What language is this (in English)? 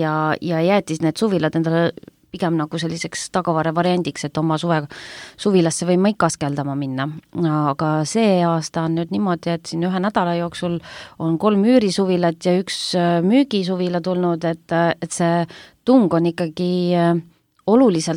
Estonian